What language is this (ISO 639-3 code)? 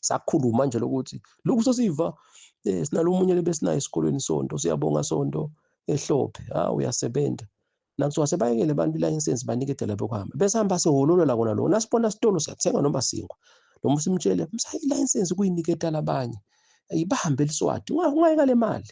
zul